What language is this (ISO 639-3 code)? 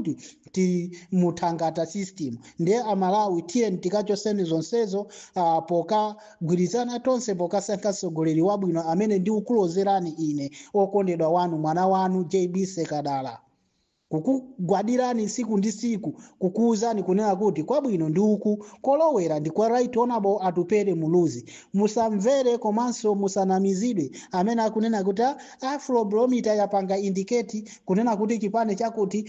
nya